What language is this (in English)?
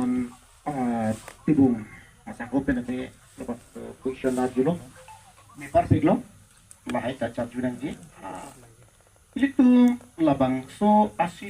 Karbi